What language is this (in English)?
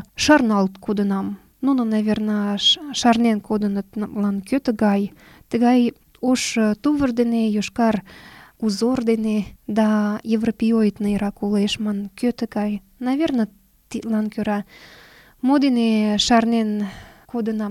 Mari